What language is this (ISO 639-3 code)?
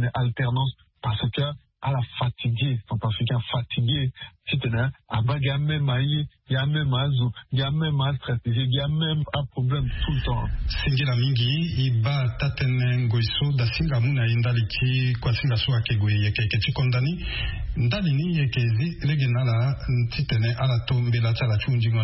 sag